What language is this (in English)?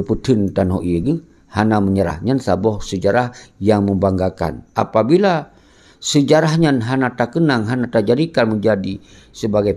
Achinese